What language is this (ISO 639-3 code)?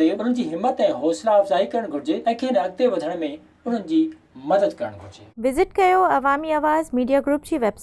snd